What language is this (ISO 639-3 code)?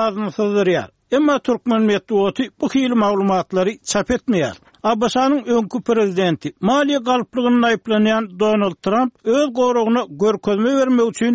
tuk